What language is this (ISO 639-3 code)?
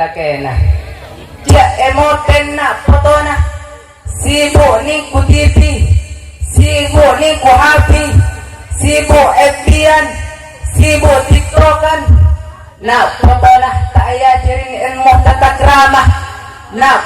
mad